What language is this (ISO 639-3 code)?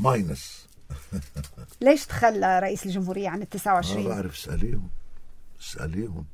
apc